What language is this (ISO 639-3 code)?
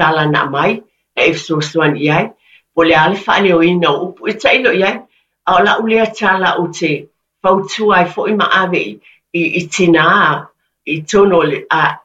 smo